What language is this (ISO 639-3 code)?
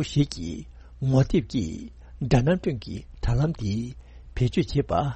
bod